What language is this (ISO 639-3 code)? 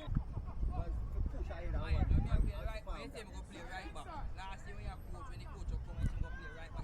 jam